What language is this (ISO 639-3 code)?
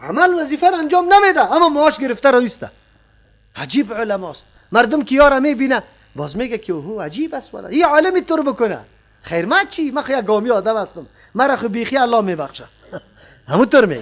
fas